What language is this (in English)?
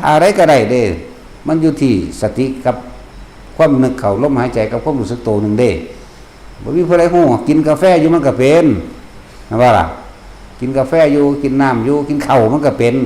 Northeastern Thai